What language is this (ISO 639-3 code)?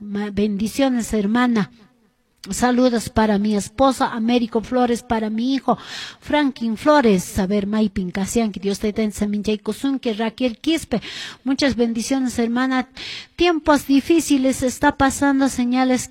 que